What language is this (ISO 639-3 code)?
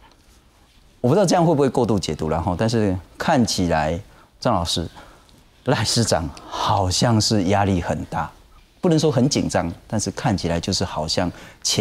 zho